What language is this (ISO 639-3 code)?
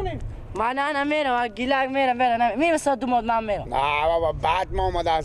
fas